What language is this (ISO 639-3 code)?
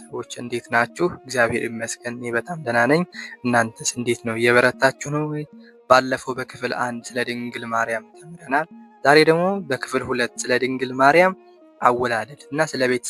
amh